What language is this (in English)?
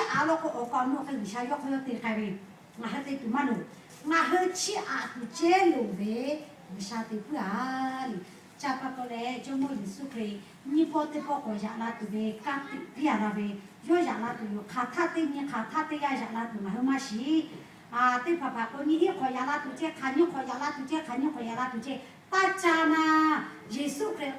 Lahu